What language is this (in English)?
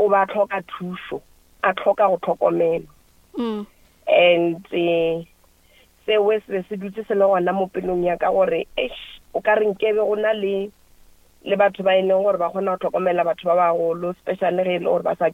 Northern Sotho